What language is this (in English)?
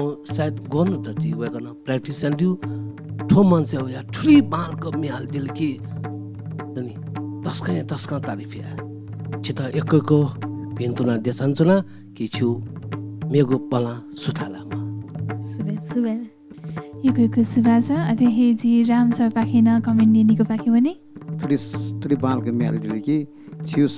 Newari